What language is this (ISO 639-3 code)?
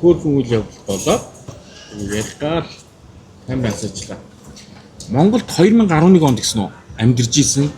mon